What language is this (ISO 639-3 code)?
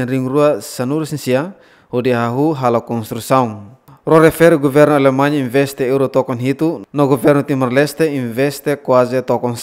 tet